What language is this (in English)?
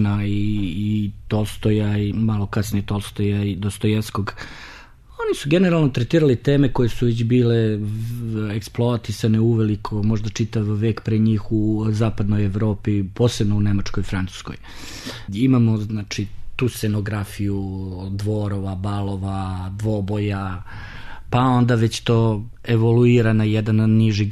Serbian